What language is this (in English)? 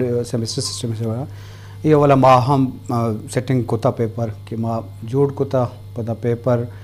Eastern Balochi